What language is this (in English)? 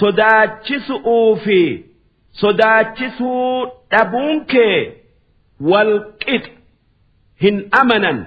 Oromo